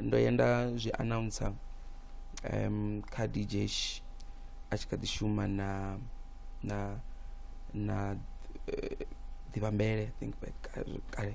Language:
Venda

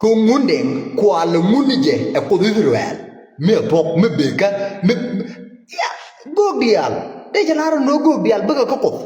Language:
Nuer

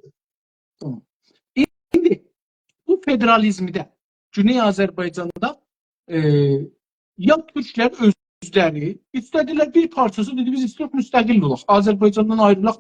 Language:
South Azerbaijani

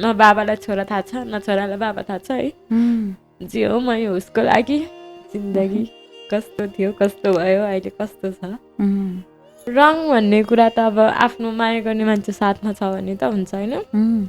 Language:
Nepali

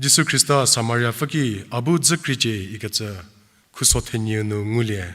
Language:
Angami Naga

